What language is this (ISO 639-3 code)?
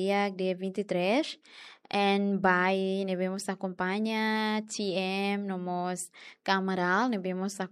tet